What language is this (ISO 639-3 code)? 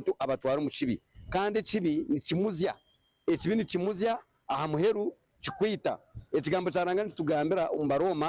nyn